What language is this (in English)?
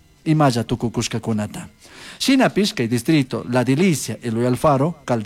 Chimborazo Highland Quichua